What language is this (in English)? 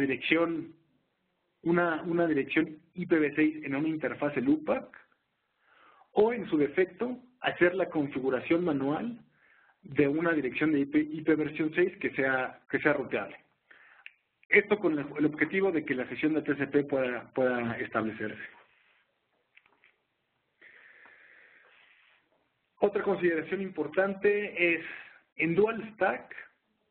Spanish